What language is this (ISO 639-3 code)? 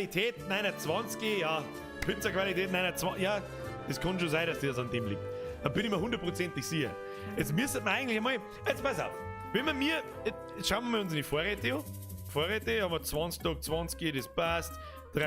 bar